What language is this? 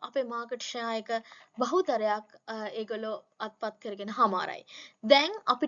Sinhala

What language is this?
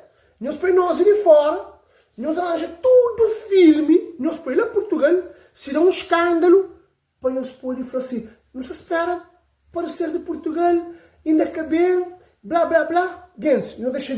Kabuverdianu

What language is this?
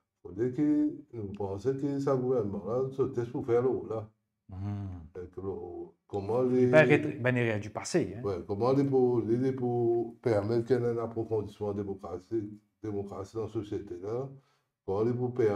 Morisyen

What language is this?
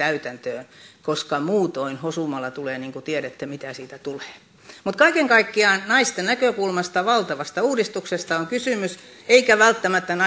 Finnish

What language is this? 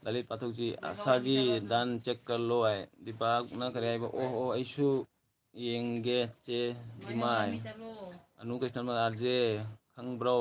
Manipuri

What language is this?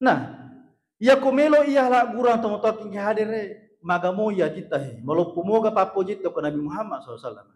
Buginese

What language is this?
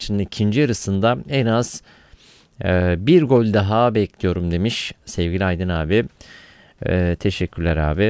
Turkish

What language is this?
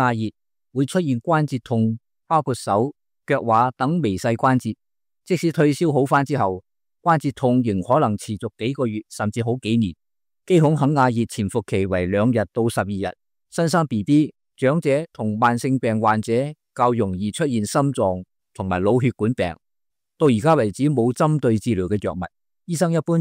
Cantonese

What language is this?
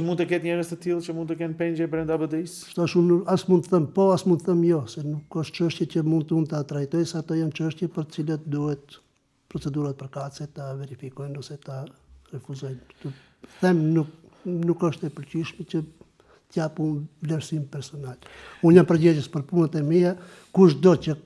Albanian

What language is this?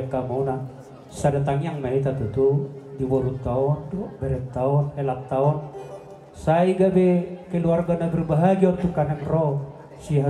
Batak Toba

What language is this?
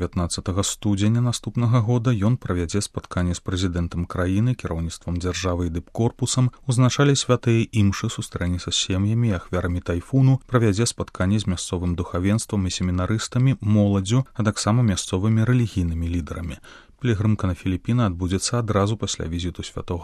Belarusian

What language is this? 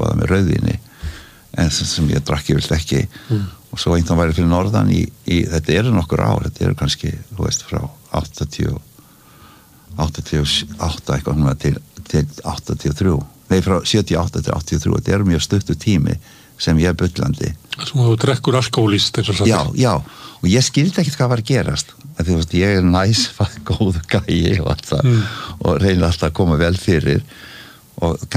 Icelandic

